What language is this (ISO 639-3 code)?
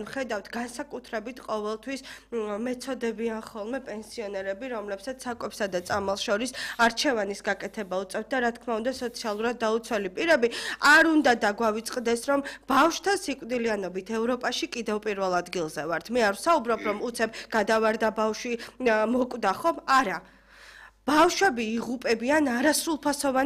kat